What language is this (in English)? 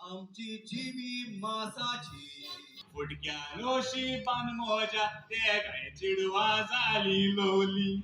Konkani